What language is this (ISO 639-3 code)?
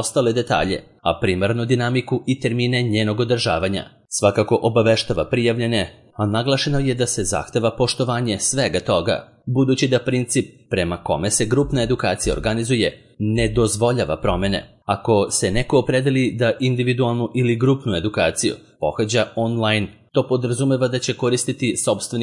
srp